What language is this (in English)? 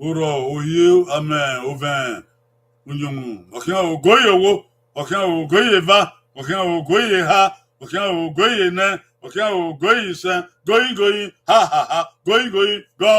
Bini